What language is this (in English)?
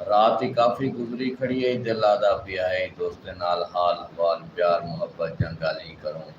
Saraiki